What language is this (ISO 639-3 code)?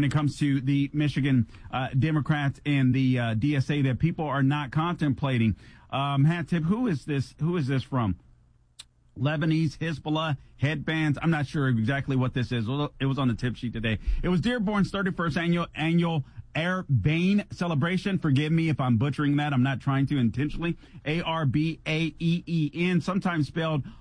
eng